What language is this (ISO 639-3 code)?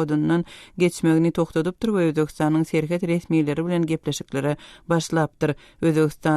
tuk